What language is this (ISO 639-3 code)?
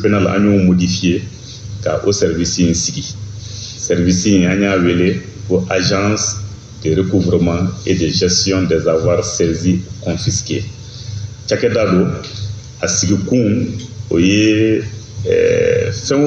bam